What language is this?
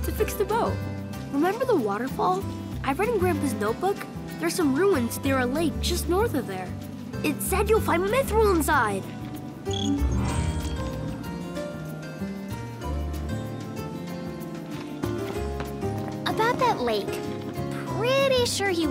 English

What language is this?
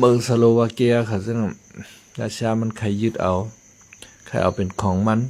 Shan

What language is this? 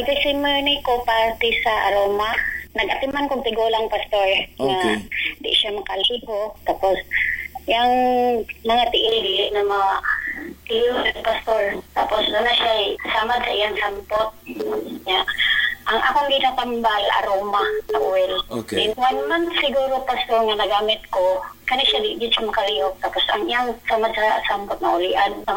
Cebuano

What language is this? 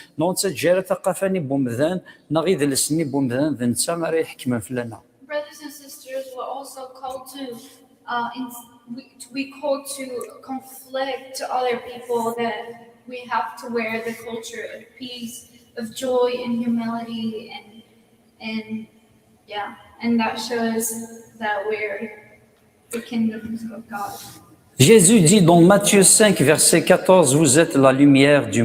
Kabyle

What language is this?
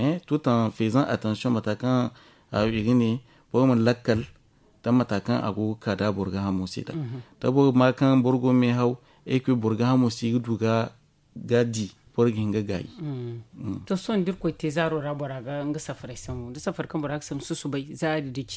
Zarma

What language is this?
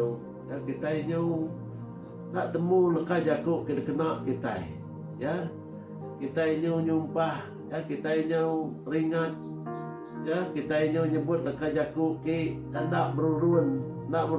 Iban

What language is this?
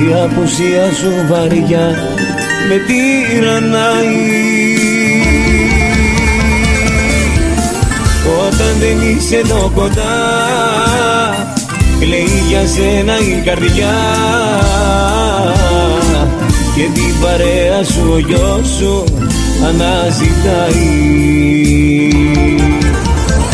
Greek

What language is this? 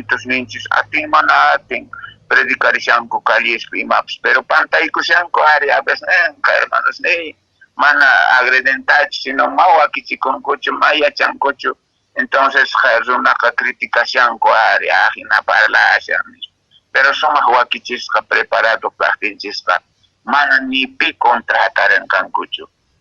Quechua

